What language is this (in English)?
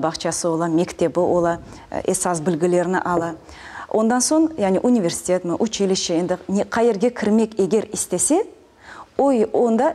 Crimean Tatar